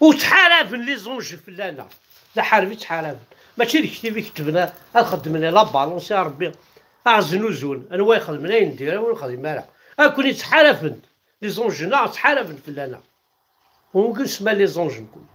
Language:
Kabyle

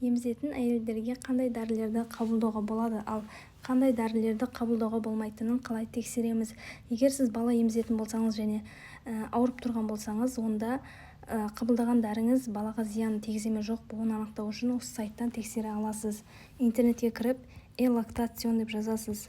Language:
Kazakh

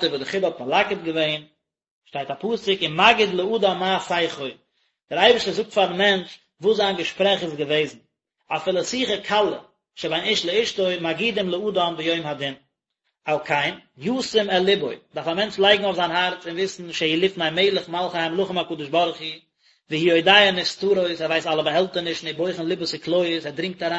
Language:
Yiddish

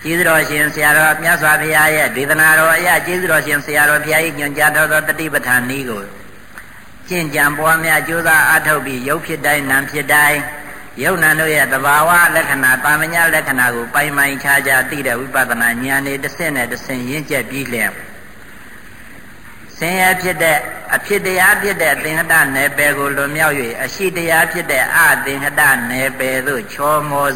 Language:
Burmese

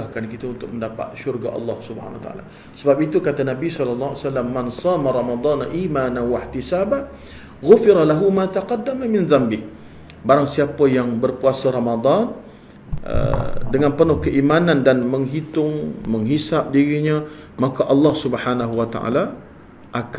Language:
Malay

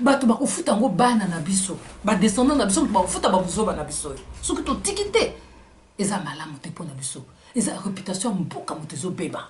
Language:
Lingala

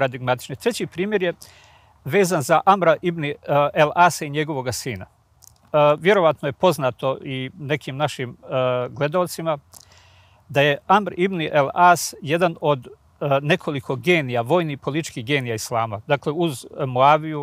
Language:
Bosnian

